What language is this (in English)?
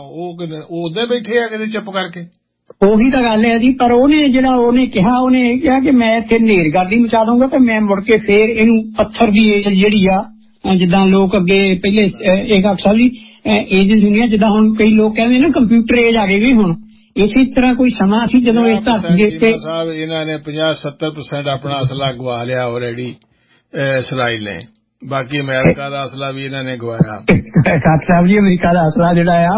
Punjabi